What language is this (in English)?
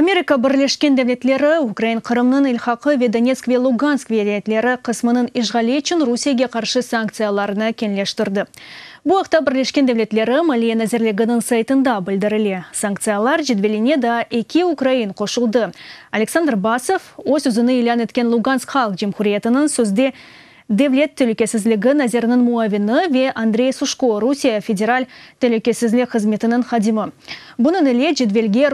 Crimean Tatar